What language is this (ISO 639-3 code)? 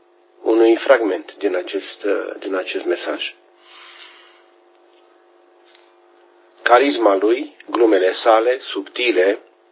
ron